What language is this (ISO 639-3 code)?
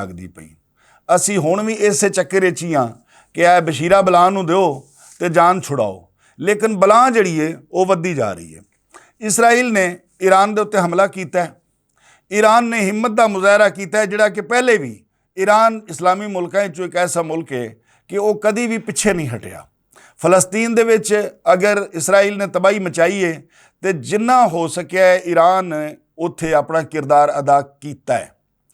lah